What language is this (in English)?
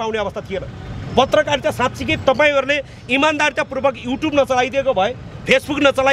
Nepali